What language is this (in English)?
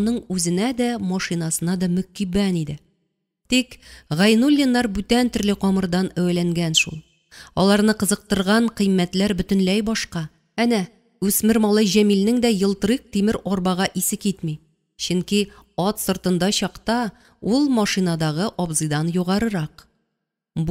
Tatar